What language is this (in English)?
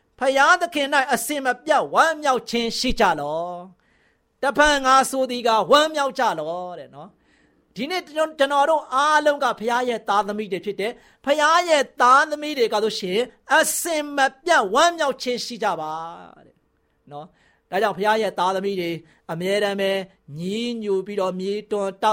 Burmese